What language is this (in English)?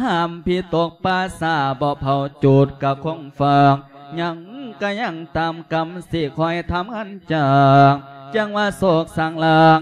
Lao